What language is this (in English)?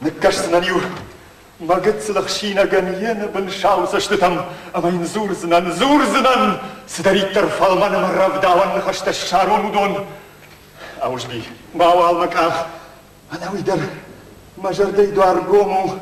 Ossetic